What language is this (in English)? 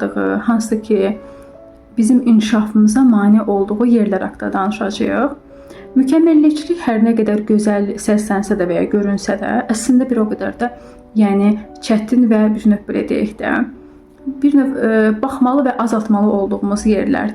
Azerbaijani